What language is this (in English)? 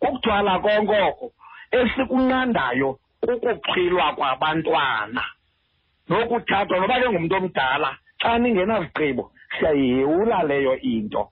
Xhosa